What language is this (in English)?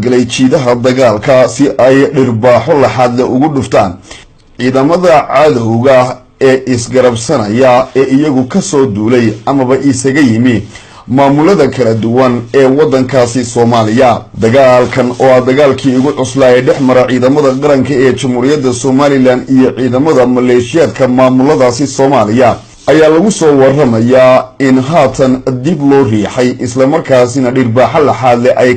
Somali